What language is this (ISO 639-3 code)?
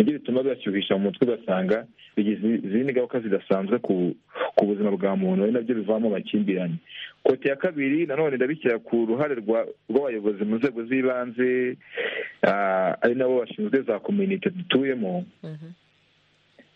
kin